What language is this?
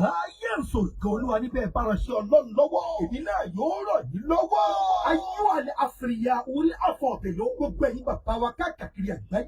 Yoruba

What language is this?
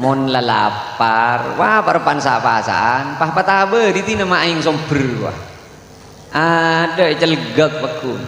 Madurese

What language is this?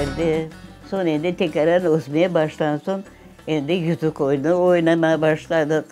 Crimean Tatar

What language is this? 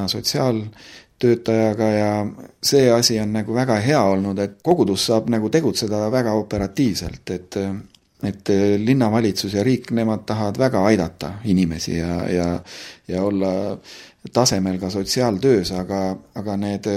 Estonian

